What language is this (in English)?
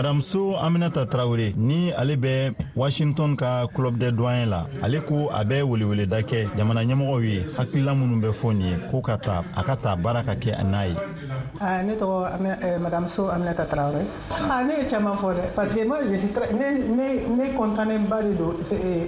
Bambara